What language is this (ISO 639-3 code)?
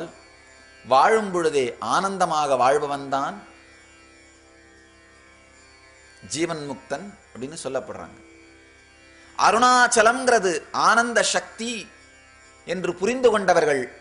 tam